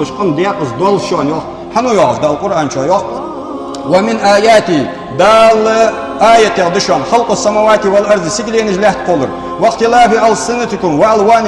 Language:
Ingush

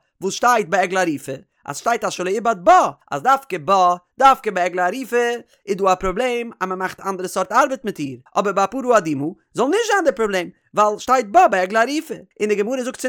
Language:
Yiddish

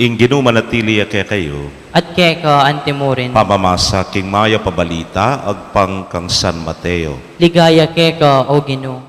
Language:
Pampanga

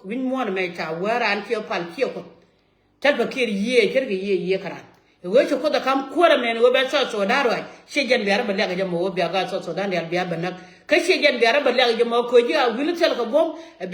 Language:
Nuer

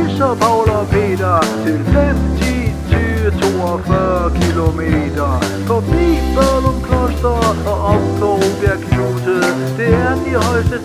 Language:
Danish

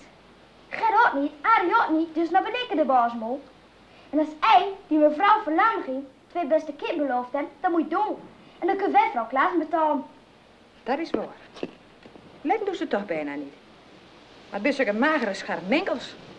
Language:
Dutch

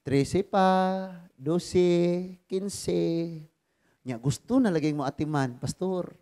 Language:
Cebuano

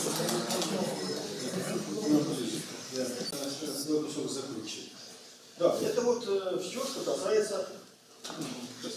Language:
Russian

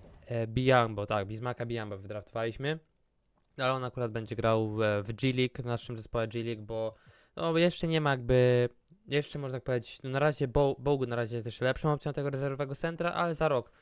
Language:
Polish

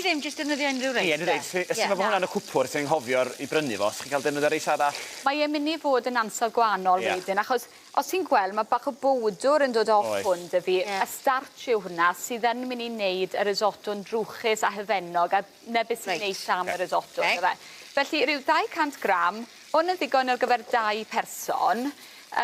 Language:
Welsh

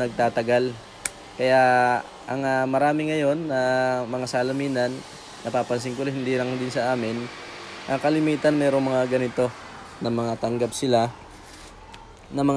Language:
Filipino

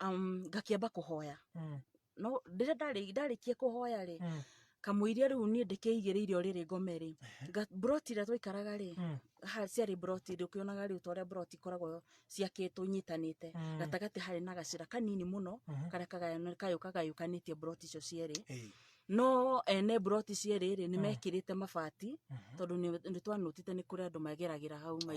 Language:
Kikuyu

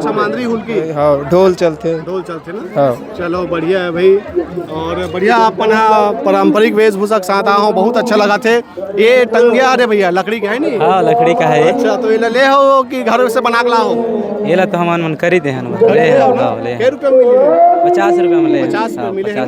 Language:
Chhattisgarhi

